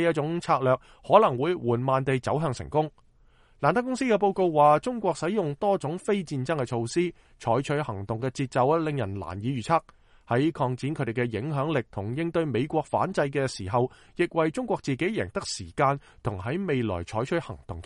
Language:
Cantonese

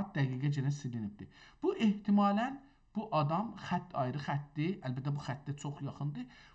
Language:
South Azerbaijani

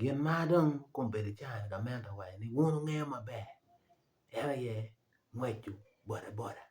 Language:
Acoli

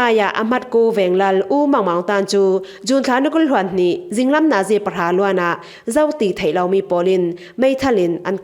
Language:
Falam Chin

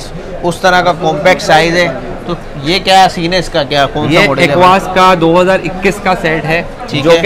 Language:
Hindi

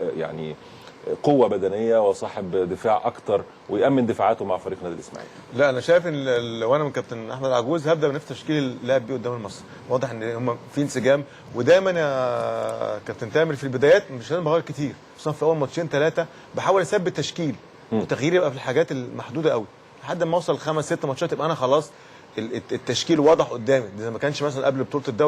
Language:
Egyptian Arabic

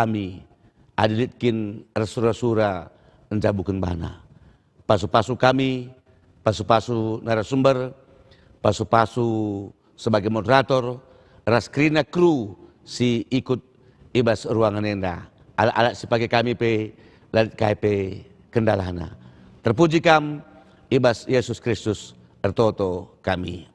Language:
Batak Karo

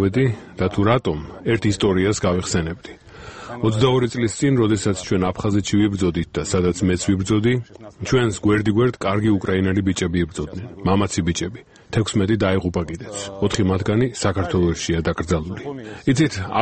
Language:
Georgian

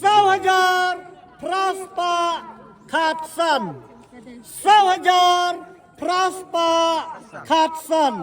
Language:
Khasi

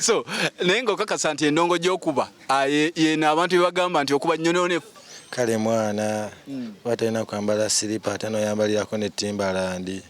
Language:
Ganda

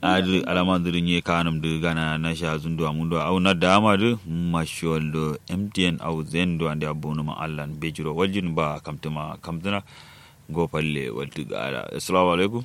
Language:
Kanuri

